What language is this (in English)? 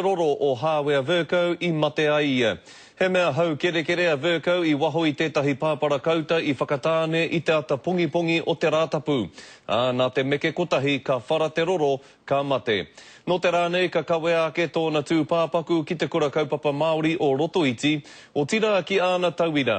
Māori